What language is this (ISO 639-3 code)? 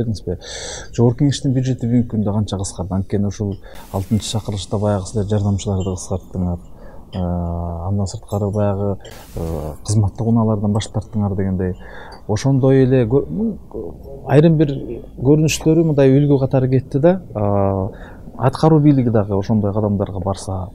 kir